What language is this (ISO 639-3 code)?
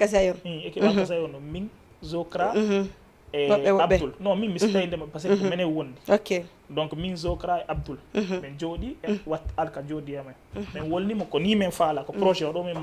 ful